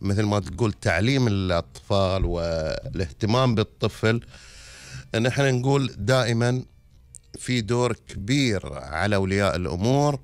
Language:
Gulf Arabic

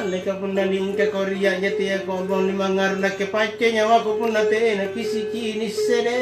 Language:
Makasar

